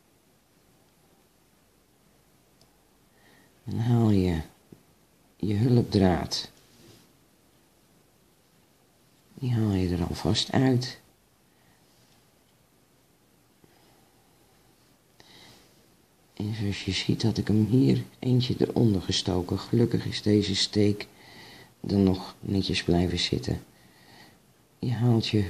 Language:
Dutch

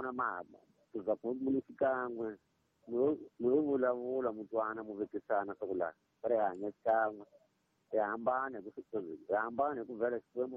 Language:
Tsonga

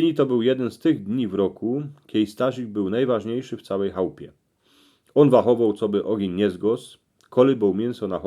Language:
Silesian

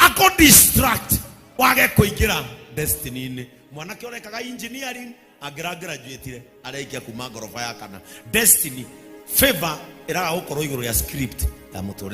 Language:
Kikuyu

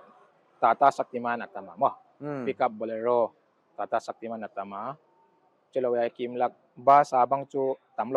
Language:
Paite Chin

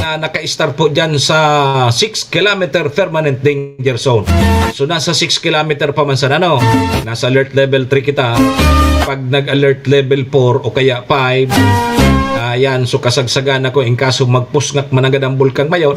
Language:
Bikol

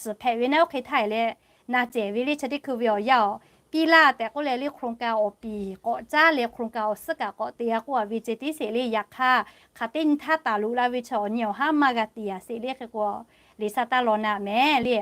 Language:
Lahu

